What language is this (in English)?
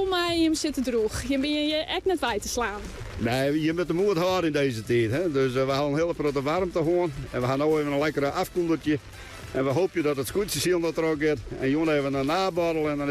Western Frisian